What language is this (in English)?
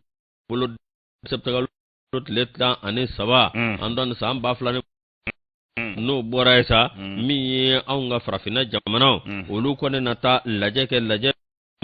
Bambara